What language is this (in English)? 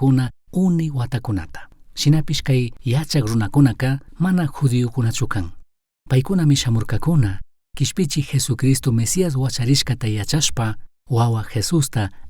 Chimborazo Highland Quichua